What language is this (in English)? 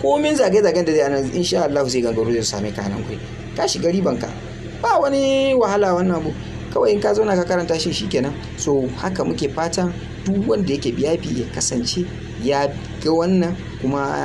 Hausa